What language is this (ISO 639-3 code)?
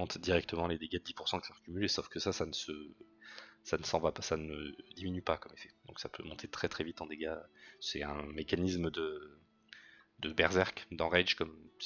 fra